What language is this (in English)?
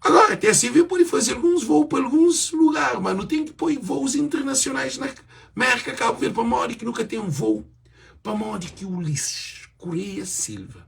Kabuverdianu